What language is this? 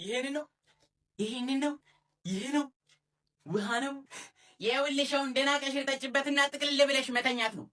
Amharic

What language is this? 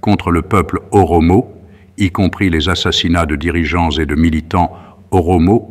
French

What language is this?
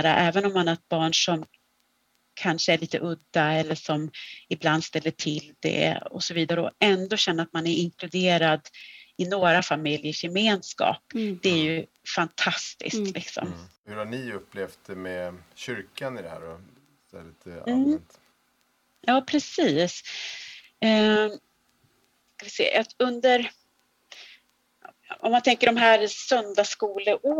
Swedish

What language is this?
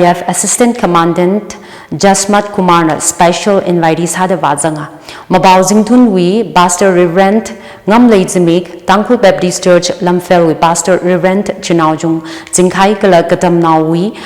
Tangkhul Naga (India)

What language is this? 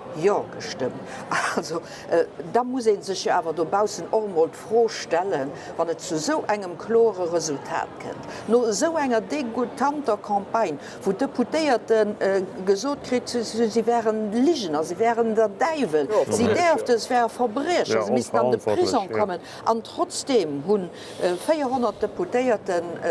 Luxembourgish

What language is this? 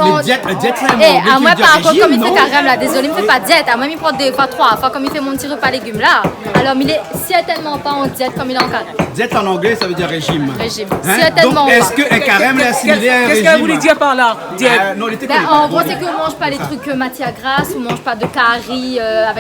Réunion Creole French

